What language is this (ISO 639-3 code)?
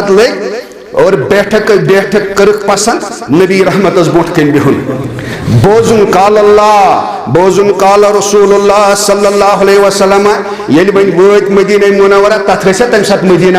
kas